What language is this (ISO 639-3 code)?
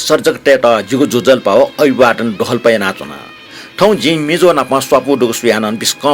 new